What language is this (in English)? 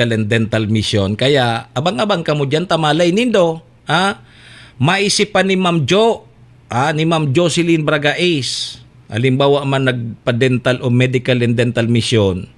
Bikol